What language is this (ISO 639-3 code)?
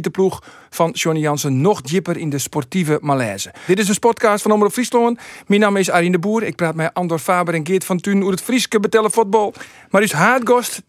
fry